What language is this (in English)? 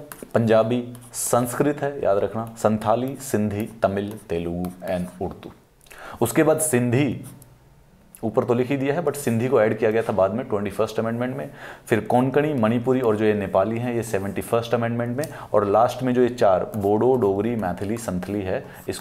Hindi